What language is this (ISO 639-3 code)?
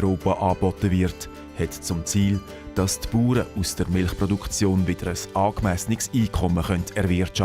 gsw